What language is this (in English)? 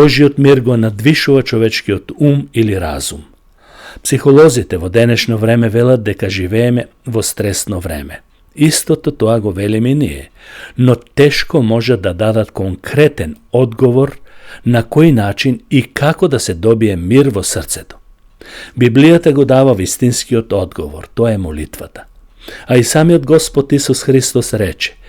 Macedonian